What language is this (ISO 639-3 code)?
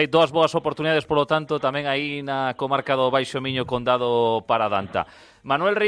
glg